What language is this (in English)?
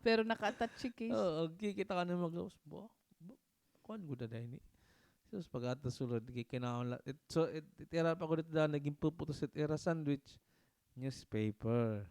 Waray